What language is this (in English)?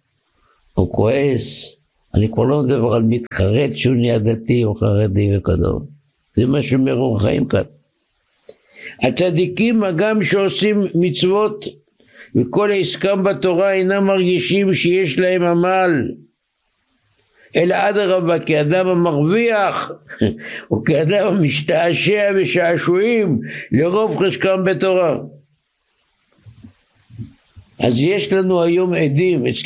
Hebrew